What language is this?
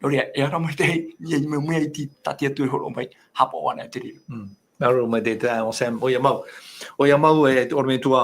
Tahitian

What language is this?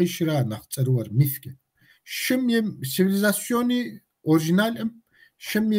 Kabardian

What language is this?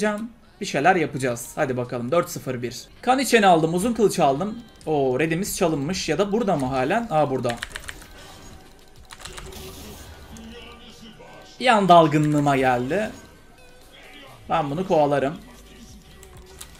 Turkish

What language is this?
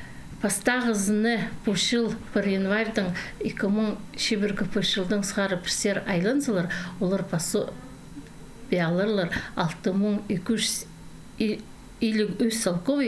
Khakas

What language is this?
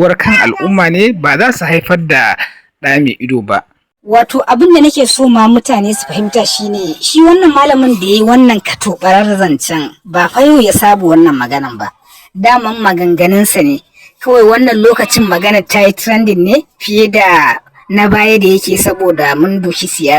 Hausa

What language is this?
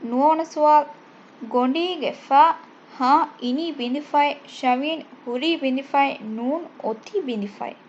Divehi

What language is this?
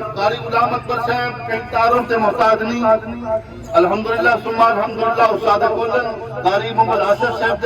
Saraiki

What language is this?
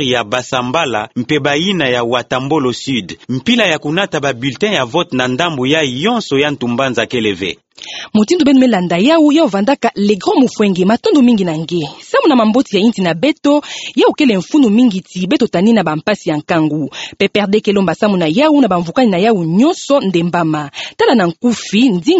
Kituba (Democratic Republic of Congo)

